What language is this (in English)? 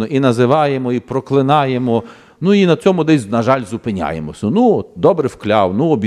Ukrainian